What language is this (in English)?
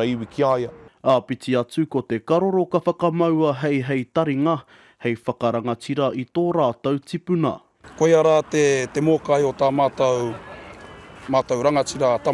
Māori